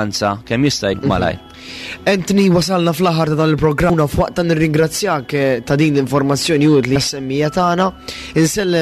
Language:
Maltese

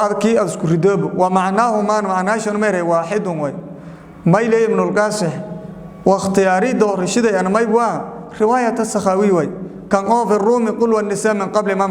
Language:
Somali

